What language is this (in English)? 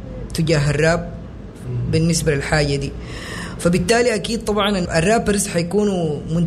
Sudanese Arabic